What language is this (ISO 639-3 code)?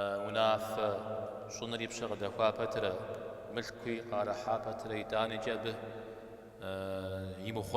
kbd